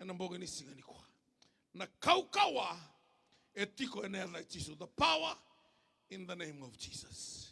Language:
Fijian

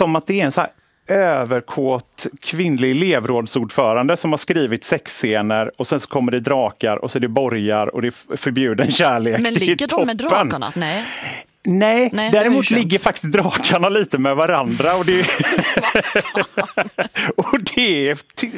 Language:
Swedish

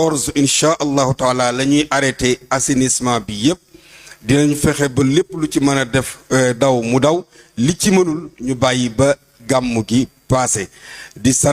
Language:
Wolof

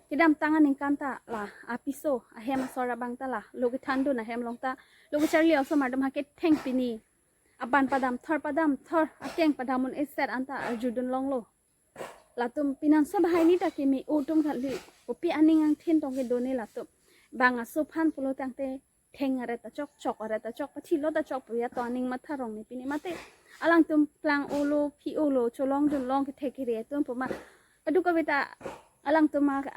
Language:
Karbi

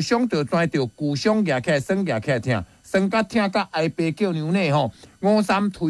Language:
Min Nan Chinese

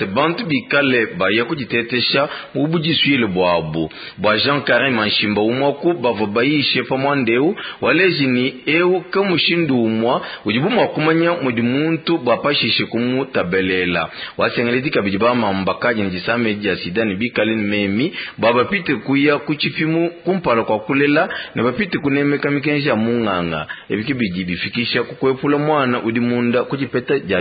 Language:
Luba-Lulua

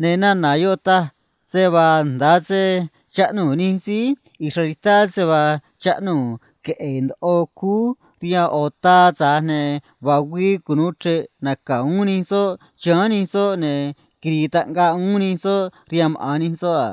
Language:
Copala Triqui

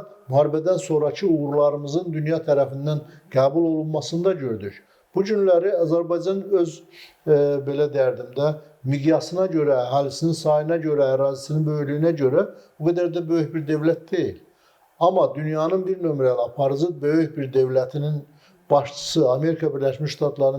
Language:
Azerbaijani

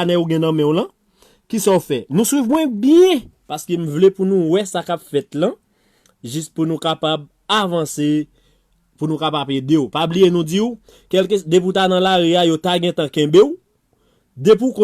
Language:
Haitian Creole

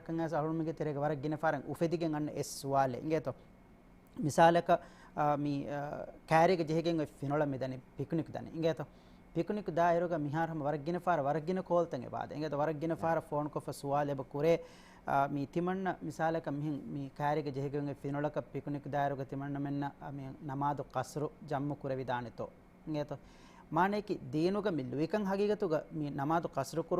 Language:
Divehi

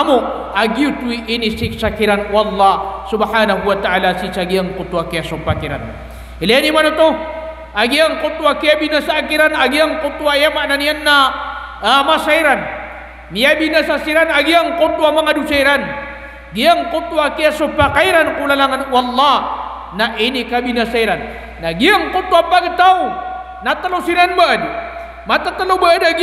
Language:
Maranao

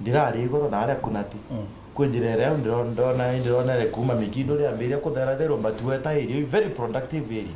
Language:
Meru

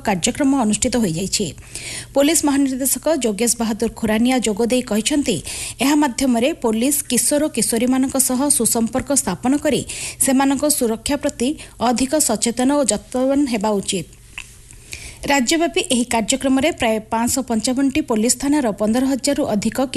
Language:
Odia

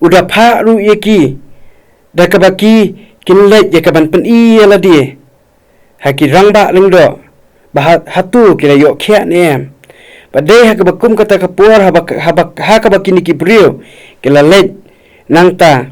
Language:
Khasi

